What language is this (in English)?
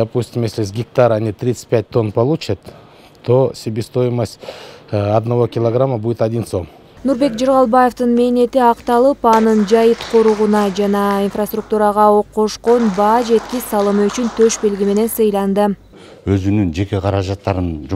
Kyrgyz